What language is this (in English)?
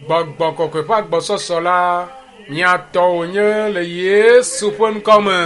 Ewe